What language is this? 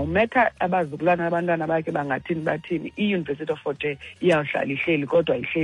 Xhosa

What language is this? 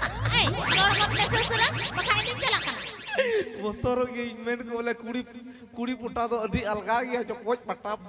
Santali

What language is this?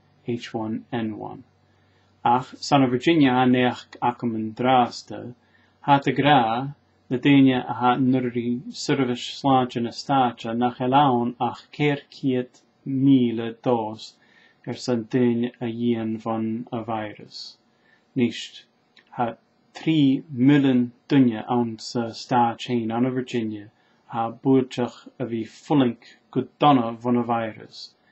Scottish Gaelic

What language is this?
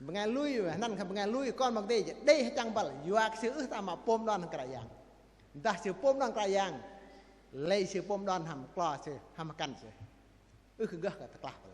Bahnar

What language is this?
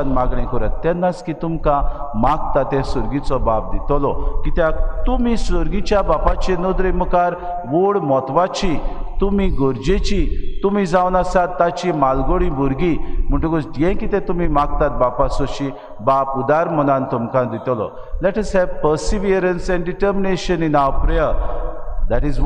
Konkani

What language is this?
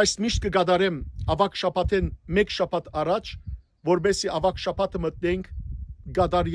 Western Armenian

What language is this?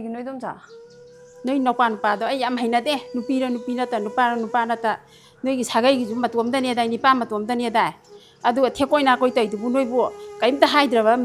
Manipuri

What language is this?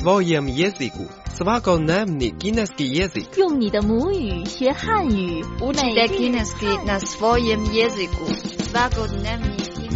Croatian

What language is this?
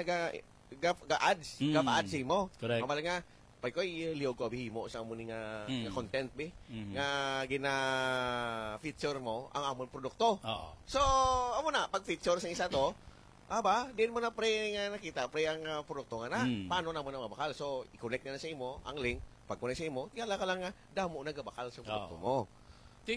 Hiligaynon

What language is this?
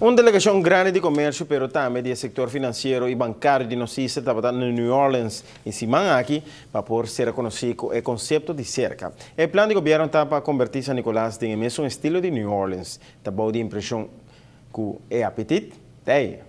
Papiamento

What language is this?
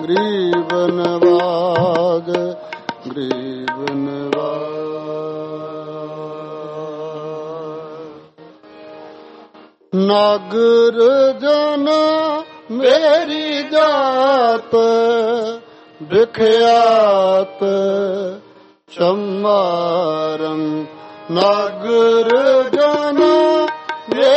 Punjabi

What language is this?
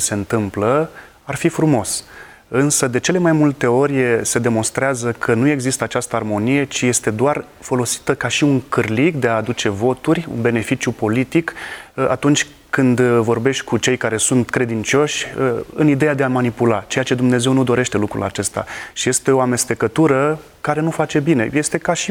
Romanian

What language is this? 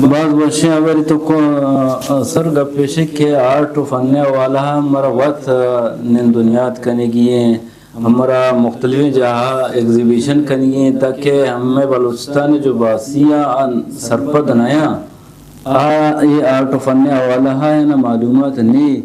Eastern Balochi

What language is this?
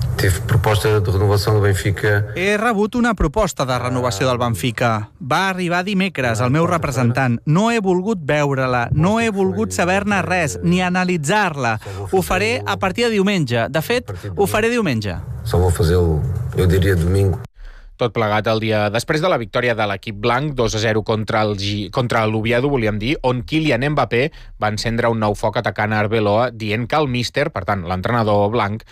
Catalan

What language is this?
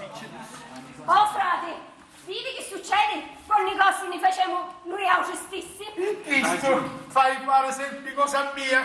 Sicilian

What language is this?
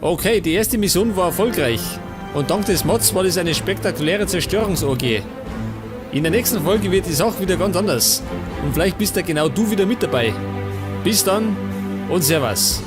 Bavarian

